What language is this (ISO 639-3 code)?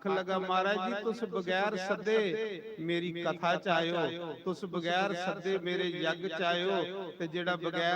doi